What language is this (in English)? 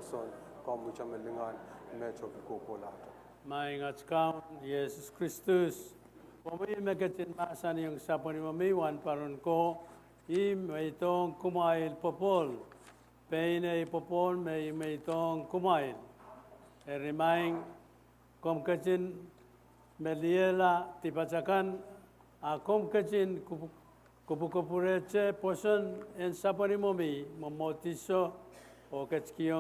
Pohnpeian